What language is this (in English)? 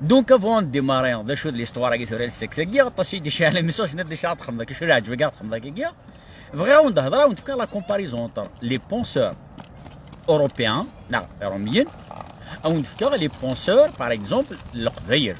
Kabyle